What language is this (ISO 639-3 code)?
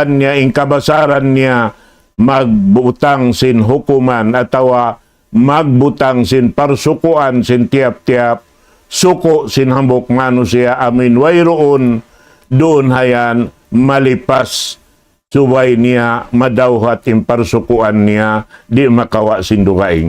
tsg